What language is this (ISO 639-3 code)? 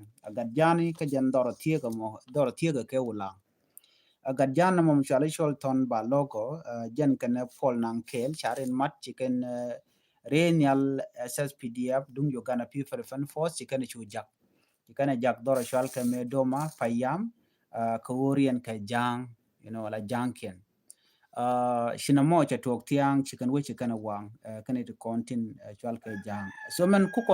nus